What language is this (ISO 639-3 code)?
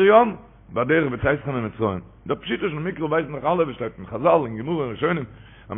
yid